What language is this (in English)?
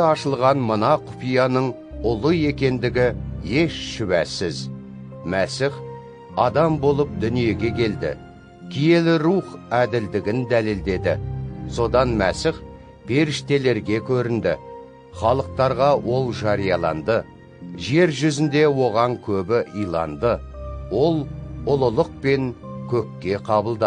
Kazakh